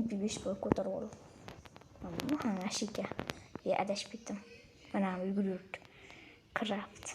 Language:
Uzbek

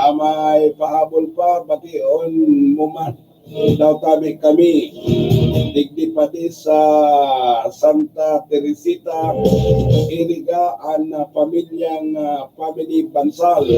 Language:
Bikol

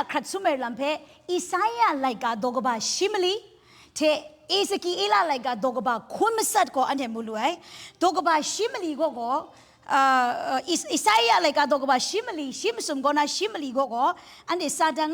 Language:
Kachin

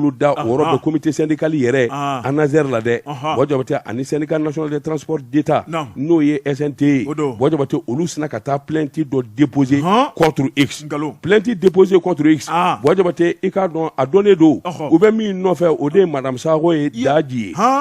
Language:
Bambara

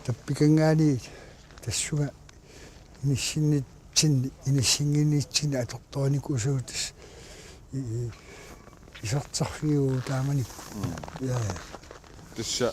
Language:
Kalaallisut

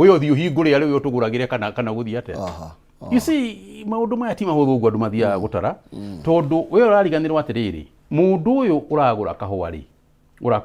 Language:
Kikuyu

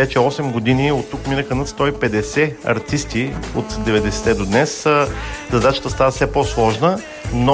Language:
Bulgarian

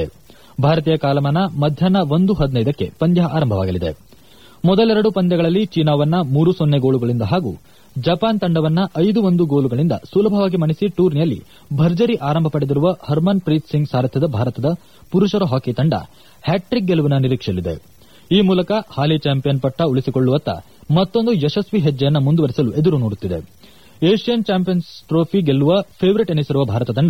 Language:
Kannada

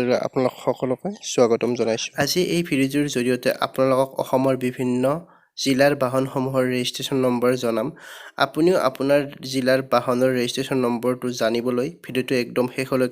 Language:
Assamese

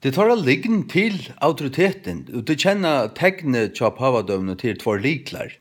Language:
Faroese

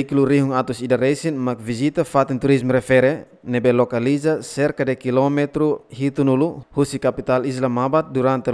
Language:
Tetum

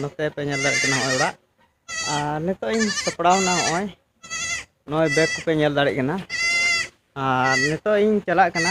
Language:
Santali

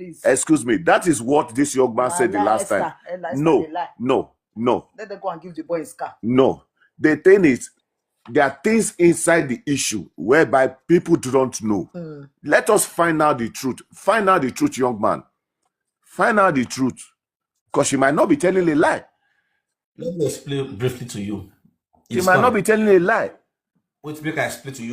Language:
Nigerian Pidgin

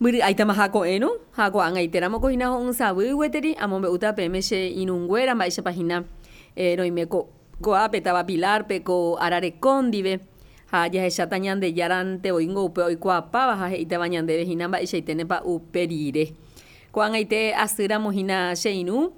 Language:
Guarani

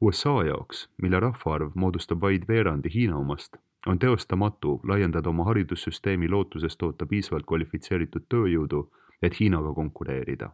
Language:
Estonian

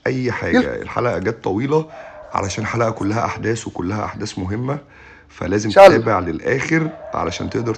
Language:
Egyptian Arabic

